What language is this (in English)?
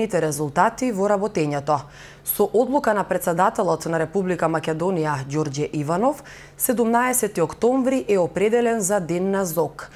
Macedonian